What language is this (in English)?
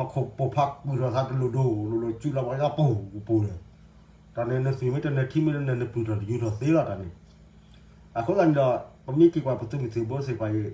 S'gaw Karen